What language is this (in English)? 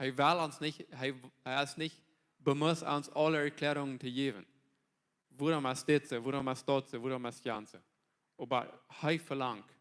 Plautdietsch